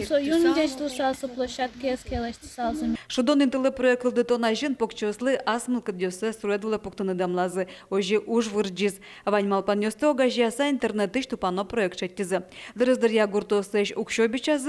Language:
Udmurt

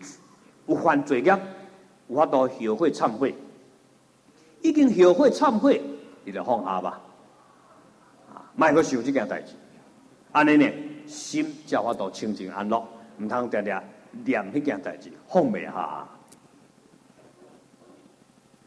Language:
Chinese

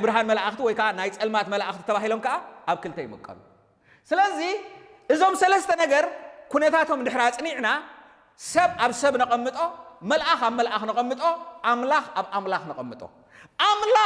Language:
Tigrinya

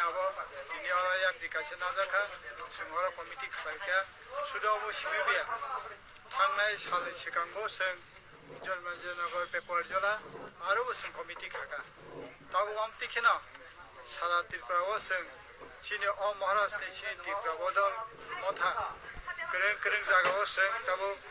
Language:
Kok Borok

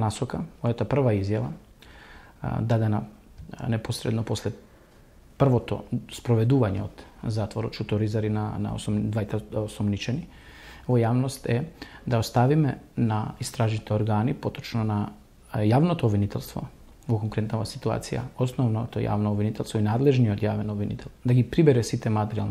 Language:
Macedonian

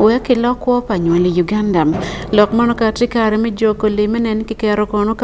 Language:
Acoli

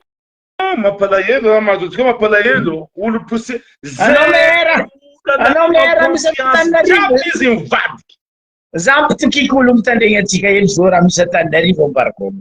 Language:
Malagasy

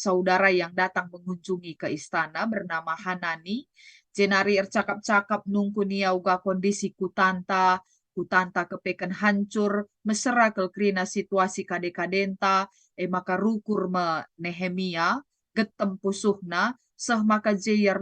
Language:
Batak Karo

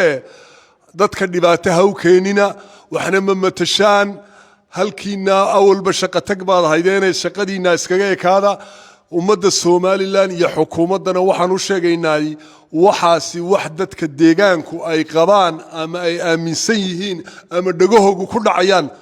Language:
Somali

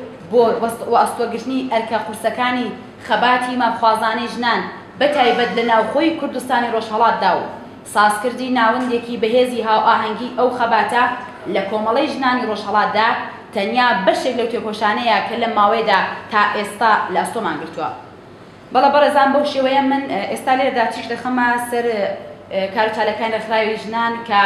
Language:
Central Kurdish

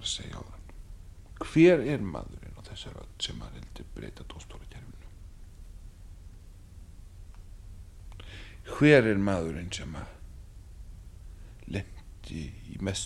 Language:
Icelandic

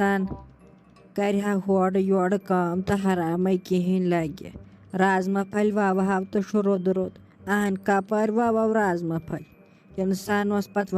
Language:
Kashmiri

